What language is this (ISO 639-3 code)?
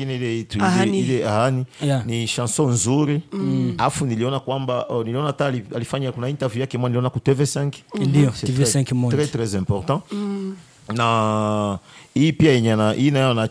swa